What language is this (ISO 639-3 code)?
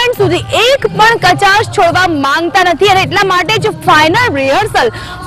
guj